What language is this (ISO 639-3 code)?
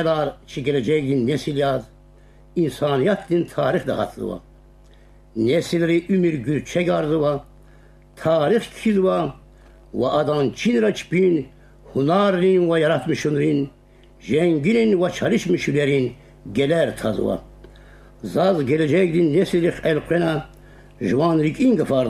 lez